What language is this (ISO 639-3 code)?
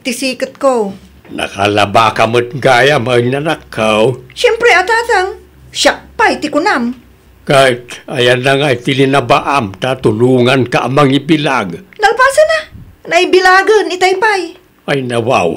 ilo